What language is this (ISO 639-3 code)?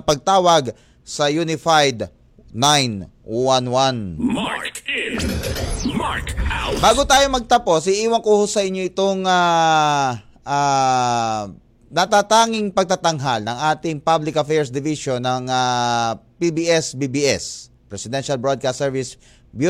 fil